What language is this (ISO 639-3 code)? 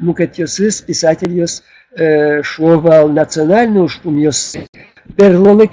udm